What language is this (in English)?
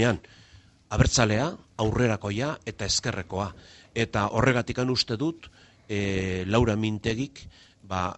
Basque